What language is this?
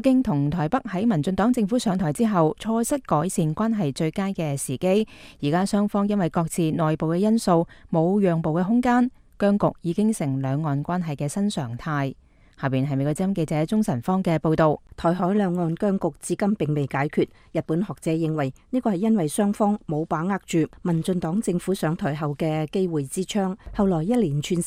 Cantonese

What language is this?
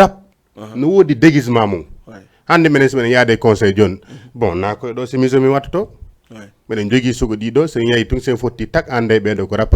Fula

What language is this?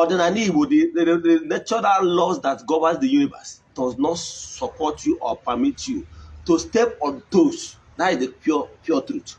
Igbo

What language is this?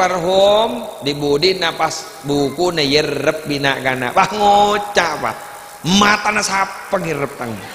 Madurese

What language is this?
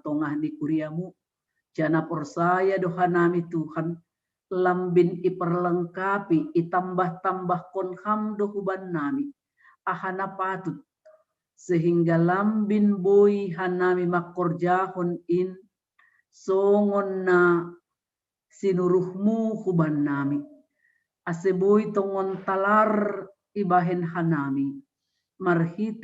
Batak Simalungun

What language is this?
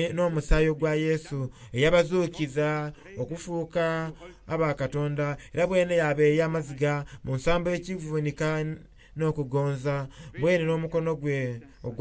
Soga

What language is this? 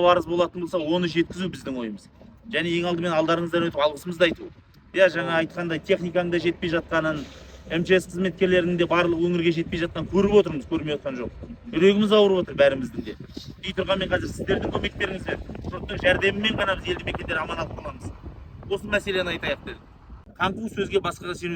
Kazakh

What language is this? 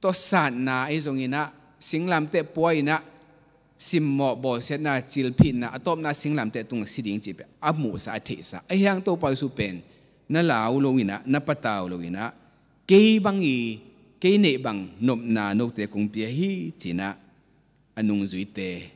Tedim Chin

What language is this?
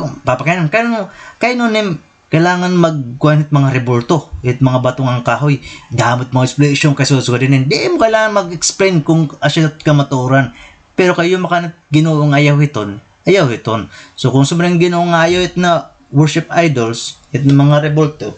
Waray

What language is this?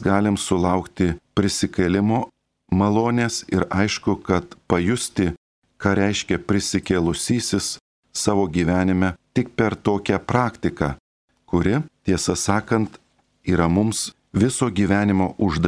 Lithuanian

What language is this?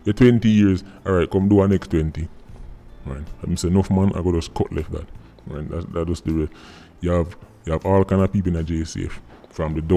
Jamaican Creole English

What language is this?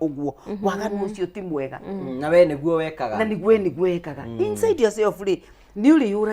Kikuyu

